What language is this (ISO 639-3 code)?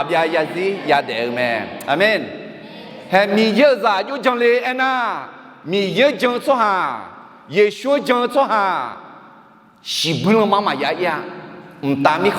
ahk